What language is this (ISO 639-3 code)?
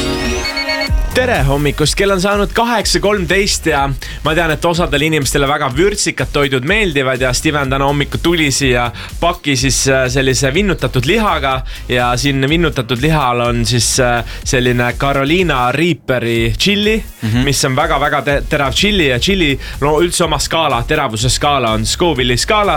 est